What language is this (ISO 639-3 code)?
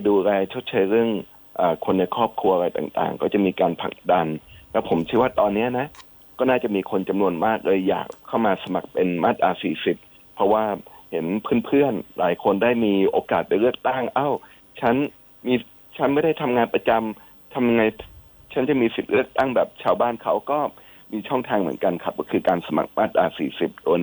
tha